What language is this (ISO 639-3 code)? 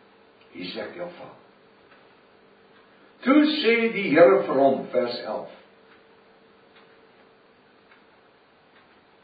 afr